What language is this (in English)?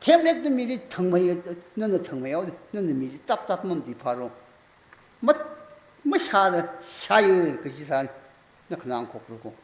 Tangkhul Naga (India)